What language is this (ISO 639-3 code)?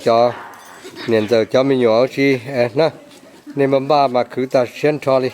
hmn